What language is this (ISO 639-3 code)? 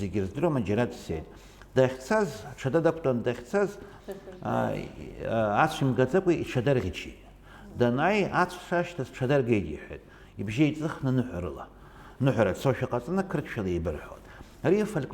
abk